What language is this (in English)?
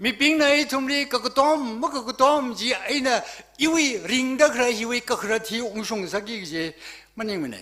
Tangkhul Naga (India)